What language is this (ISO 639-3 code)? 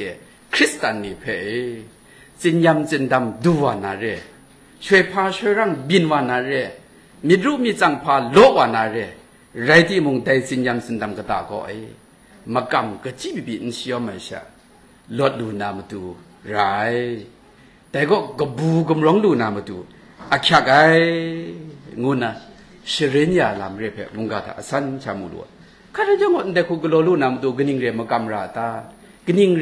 kac